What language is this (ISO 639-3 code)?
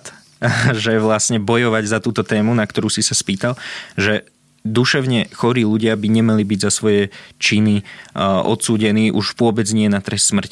slk